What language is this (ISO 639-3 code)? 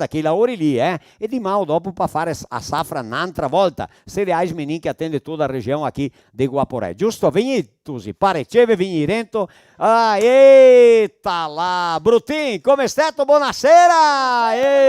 vec